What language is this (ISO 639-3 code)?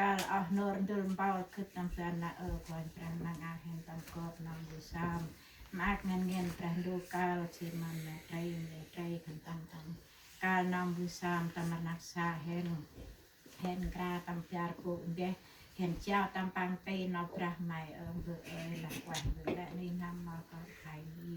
cmo